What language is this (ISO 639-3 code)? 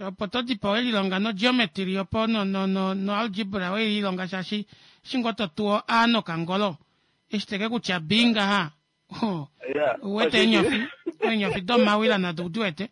kua